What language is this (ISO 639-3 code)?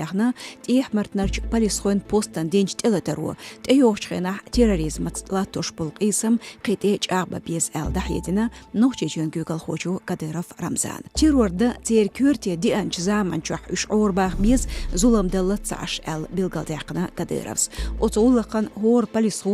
che